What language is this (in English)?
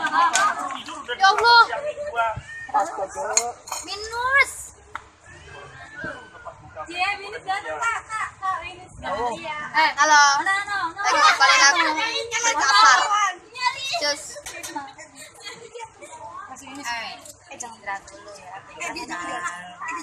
Indonesian